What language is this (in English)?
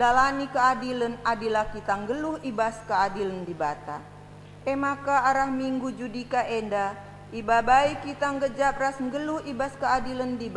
Batak Karo